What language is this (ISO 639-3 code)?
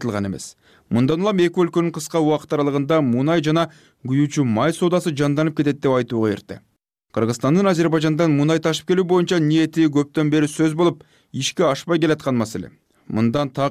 kir